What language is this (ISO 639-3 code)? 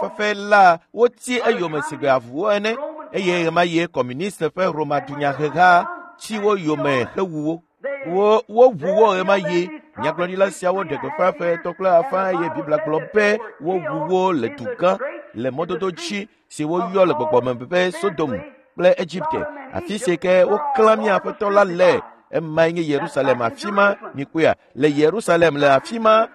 ewe